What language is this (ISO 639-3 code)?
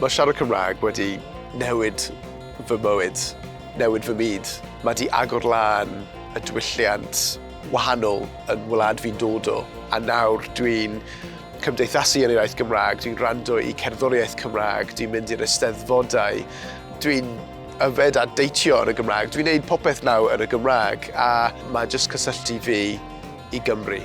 cym